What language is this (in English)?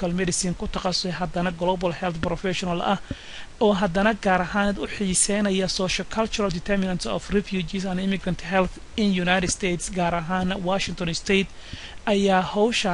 Somali